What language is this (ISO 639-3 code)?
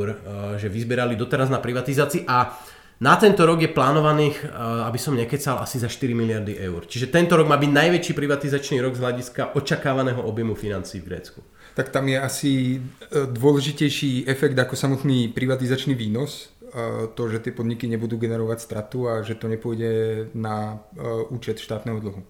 slk